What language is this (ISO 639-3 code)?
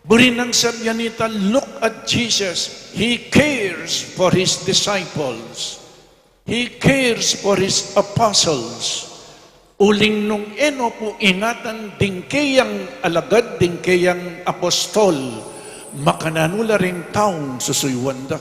pam